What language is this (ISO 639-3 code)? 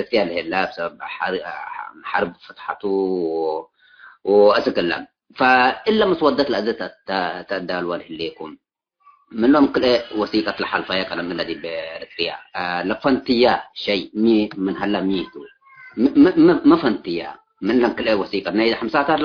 tig